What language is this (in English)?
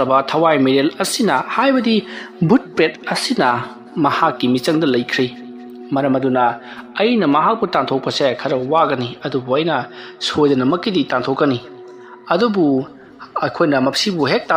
Manipuri